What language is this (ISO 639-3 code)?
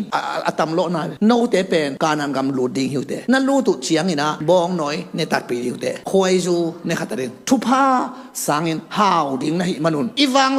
ctd